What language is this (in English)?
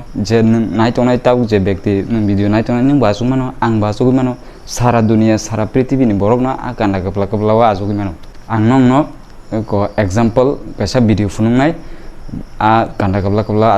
Kok Borok